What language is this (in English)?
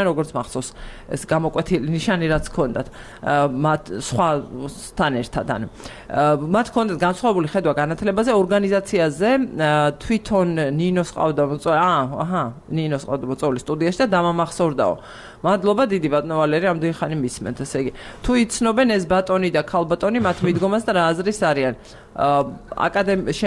Georgian